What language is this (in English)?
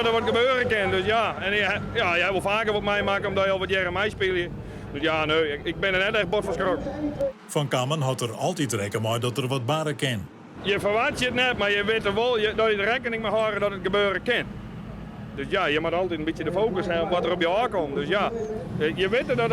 Western Frisian